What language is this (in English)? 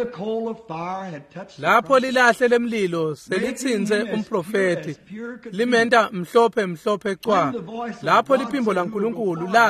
Swati